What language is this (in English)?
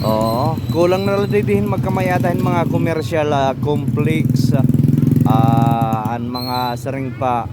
Waray